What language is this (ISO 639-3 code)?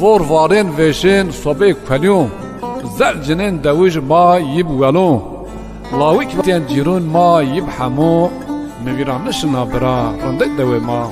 zza